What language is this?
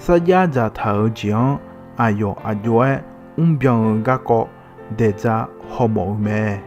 Akha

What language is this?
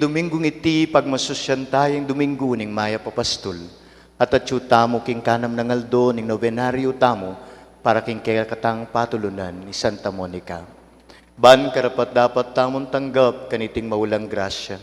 Pampanga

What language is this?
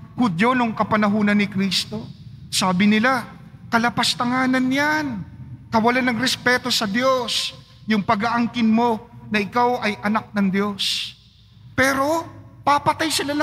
Filipino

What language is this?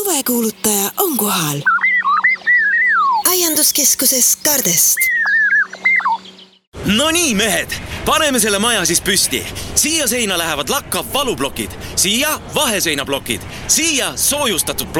Estonian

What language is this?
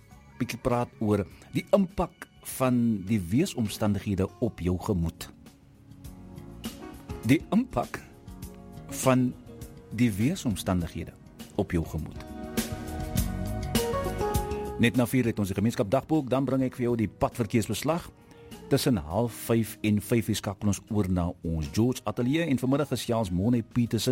Afrikaans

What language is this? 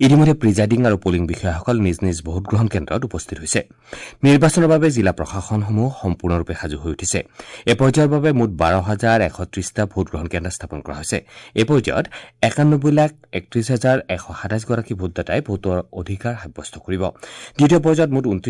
Assamese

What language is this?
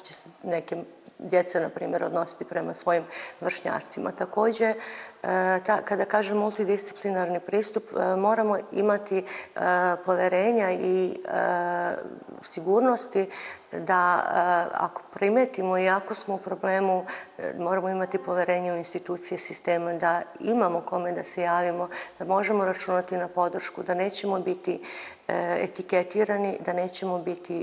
Serbian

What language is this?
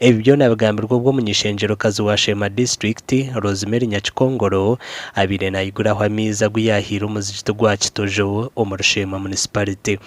Nyankole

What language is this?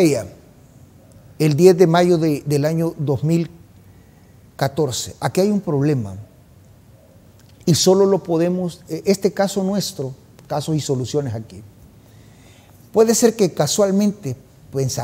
Spanish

